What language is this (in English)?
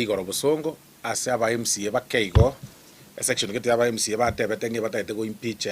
Gusii